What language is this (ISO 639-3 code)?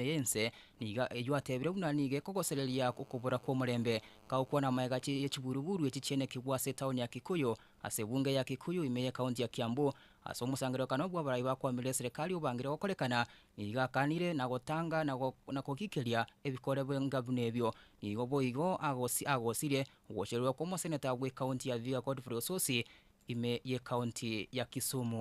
guz